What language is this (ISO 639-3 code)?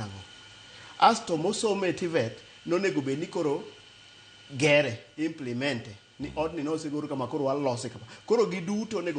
luo